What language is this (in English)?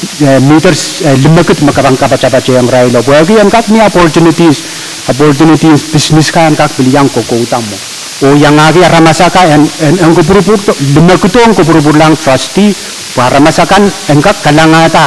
Pohnpeian